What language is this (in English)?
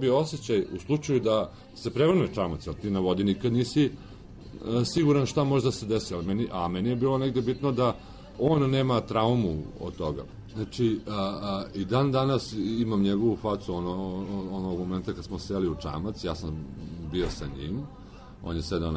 Serbian